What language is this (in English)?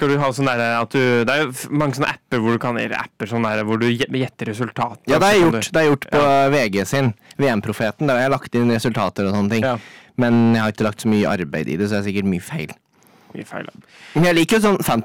Norwegian